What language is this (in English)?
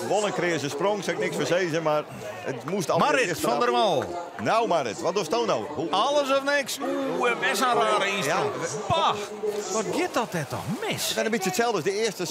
Western Frisian